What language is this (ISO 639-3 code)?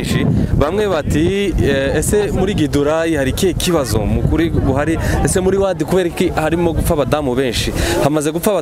kin